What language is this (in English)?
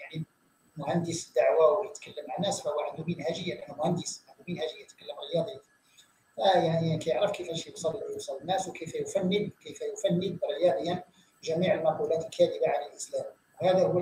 Moroccan Arabic